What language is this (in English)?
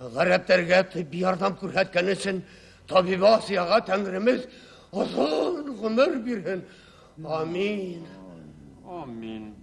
Bashkir